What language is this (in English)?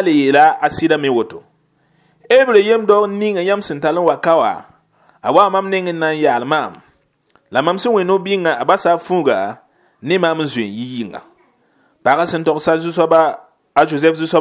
Mossi